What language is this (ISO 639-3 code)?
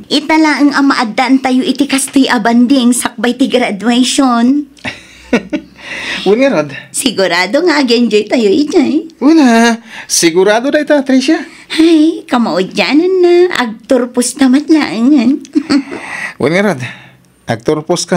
ilo